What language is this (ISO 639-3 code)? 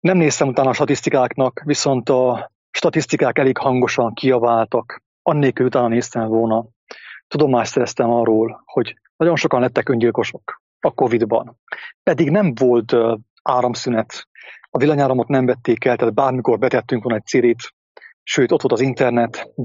hun